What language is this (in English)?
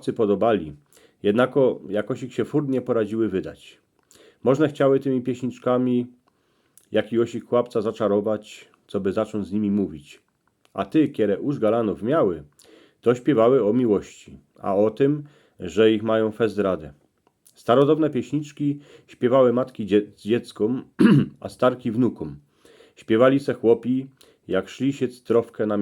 Silesian